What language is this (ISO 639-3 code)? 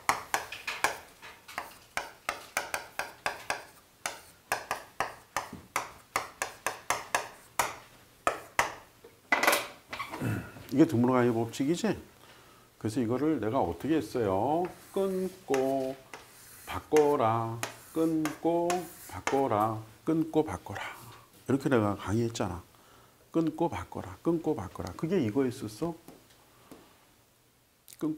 kor